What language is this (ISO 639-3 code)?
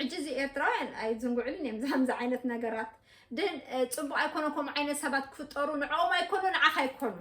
tir